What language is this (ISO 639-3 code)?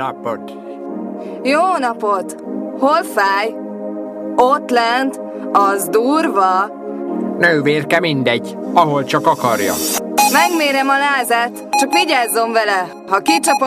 hun